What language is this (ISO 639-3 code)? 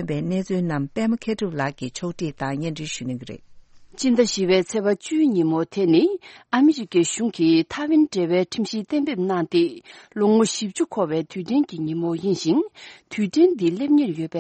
bod